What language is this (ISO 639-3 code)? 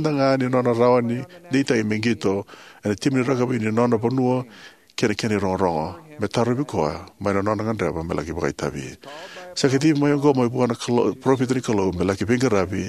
fij